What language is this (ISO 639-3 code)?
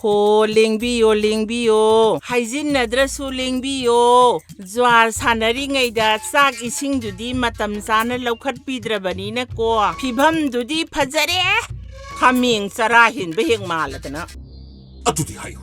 mni